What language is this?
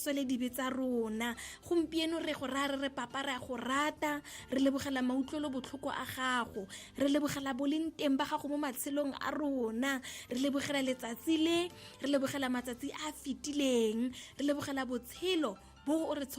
Tswana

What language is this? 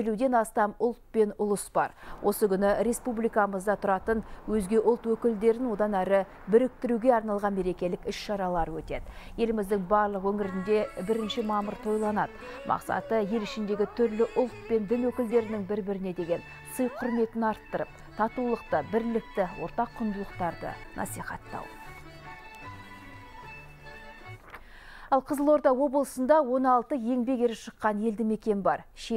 Kazakh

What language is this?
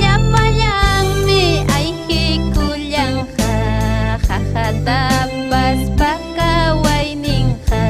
Ayacucho Quechua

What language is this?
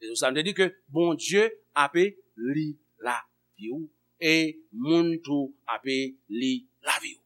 Haitian Creole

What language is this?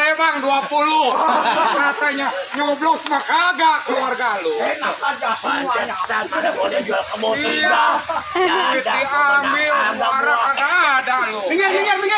Betawi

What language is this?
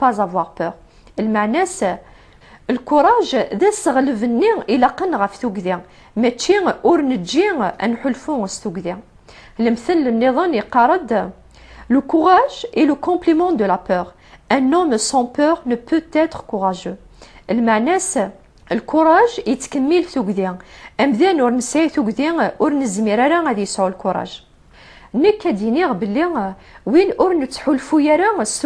Kabyle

